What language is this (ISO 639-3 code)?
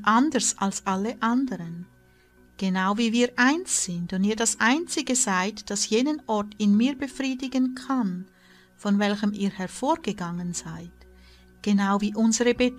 deu